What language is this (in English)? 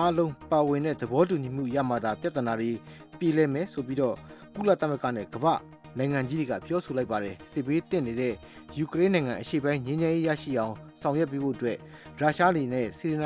Burmese